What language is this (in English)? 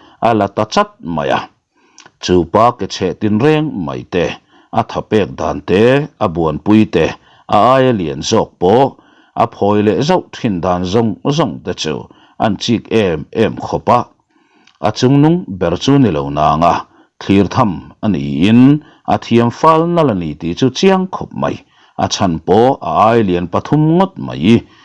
Mizo